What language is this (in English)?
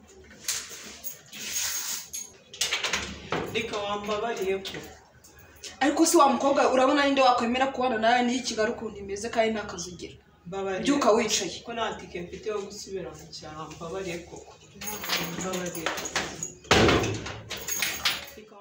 Kinyarwanda